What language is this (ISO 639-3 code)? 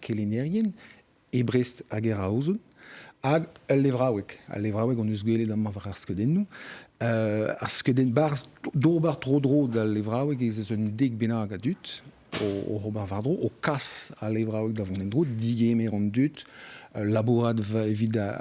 bre